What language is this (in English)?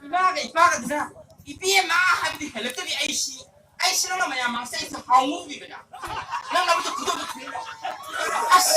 Manipuri